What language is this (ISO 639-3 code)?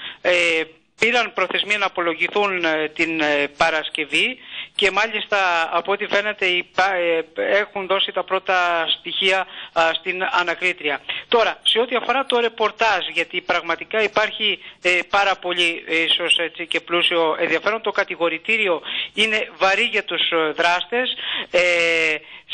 ell